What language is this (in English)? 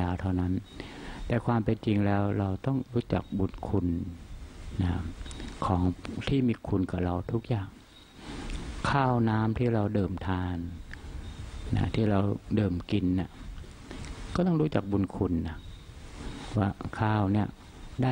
Thai